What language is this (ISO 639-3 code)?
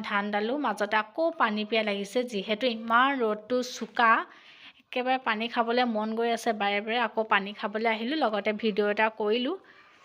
asm